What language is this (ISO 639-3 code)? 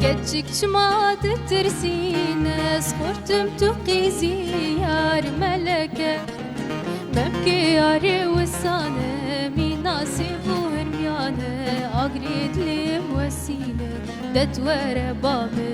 kur